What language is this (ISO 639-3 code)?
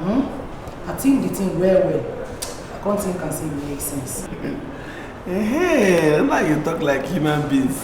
pcm